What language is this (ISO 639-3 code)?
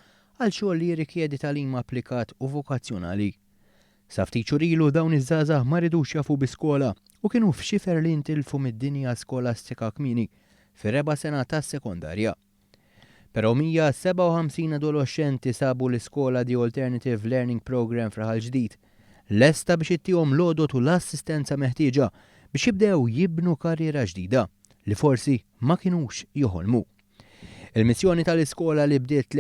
mlt